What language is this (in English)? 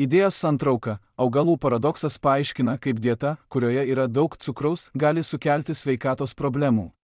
Lithuanian